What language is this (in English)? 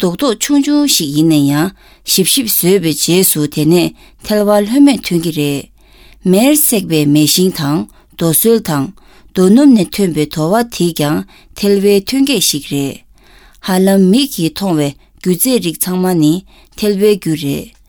Tibetan